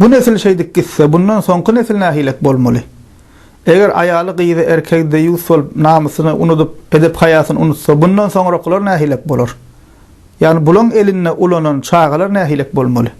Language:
Turkmen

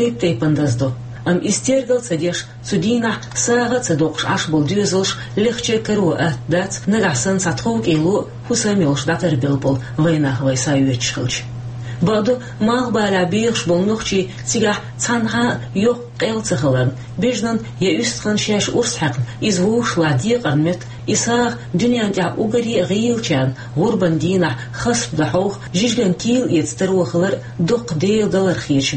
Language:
Chechen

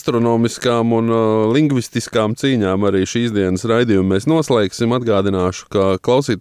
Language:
Latvian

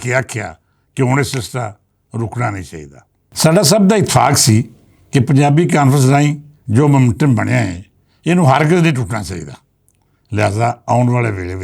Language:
Western Panjabi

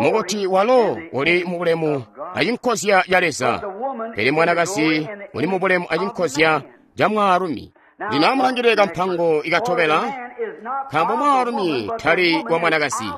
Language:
Tonga (Zambia)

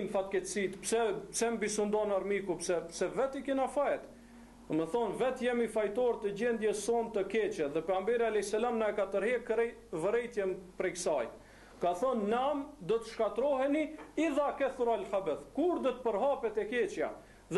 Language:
Albanian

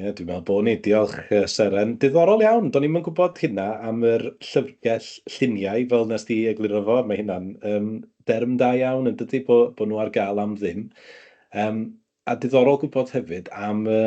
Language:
Welsh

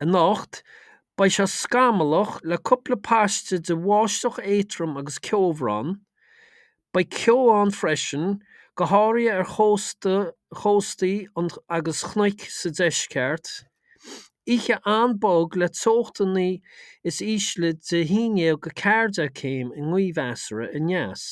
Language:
Irish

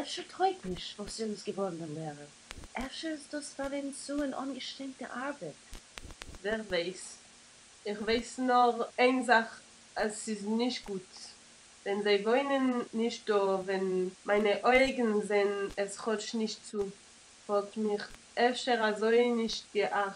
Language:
Yiddish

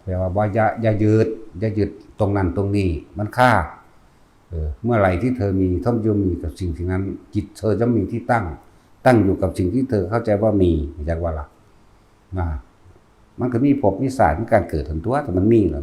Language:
Northeastern Thai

